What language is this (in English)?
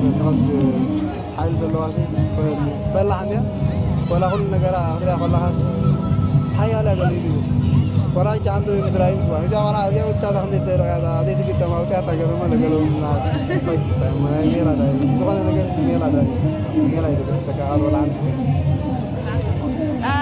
Tigrinya